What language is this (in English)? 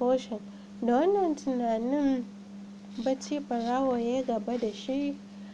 Hausa